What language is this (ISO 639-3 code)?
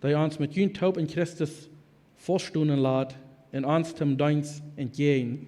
pdt